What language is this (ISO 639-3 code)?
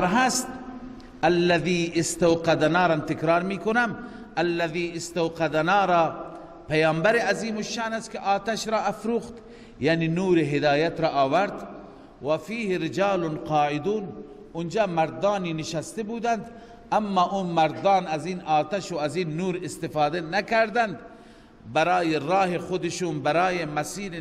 fas